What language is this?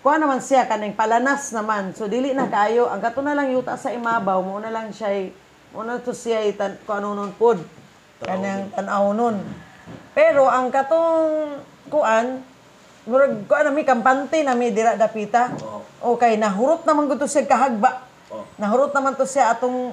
Cebuano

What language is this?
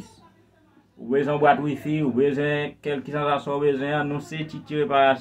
Haitian Creole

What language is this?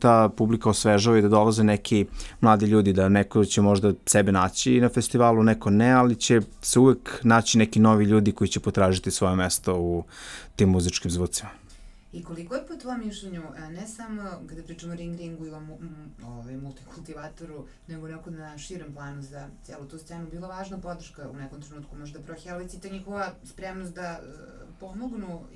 Serbian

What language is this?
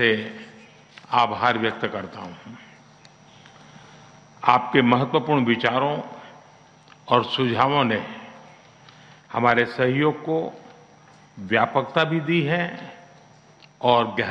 Hindi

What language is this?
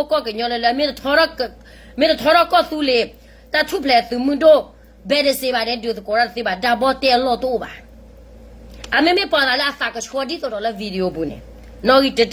S'gaw Karen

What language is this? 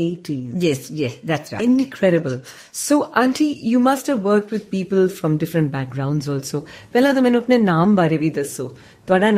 Punjabi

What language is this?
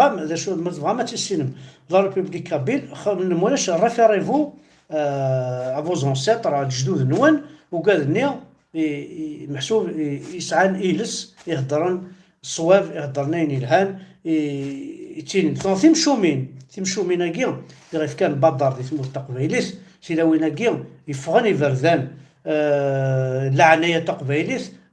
Kabyle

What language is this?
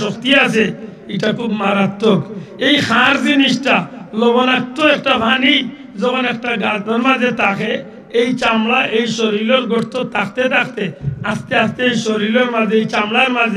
Sylheti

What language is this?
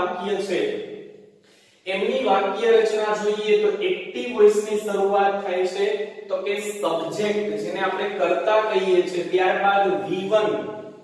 Gujarati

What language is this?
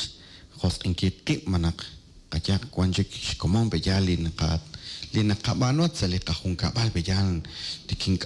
Kekchí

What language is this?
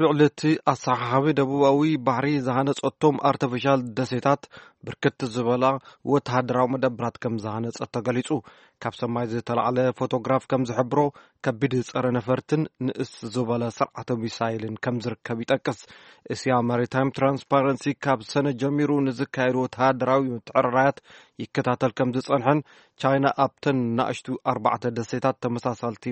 Tigrinya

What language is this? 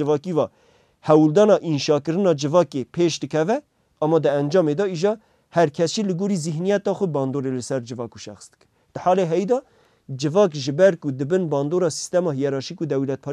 Kurdish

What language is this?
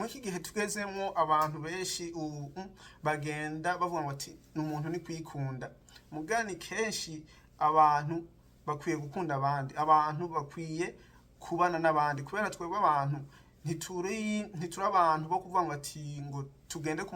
Rundi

